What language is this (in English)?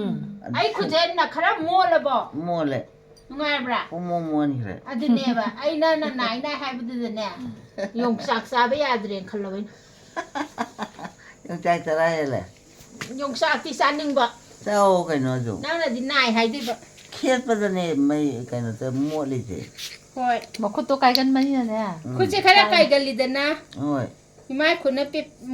Manipuri